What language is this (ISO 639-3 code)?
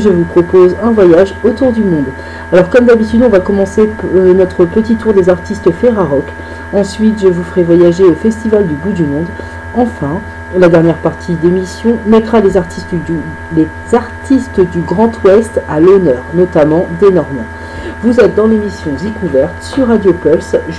fra